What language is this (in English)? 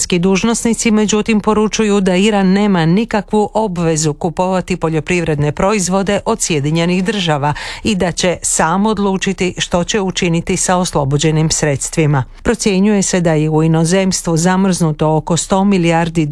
Croatian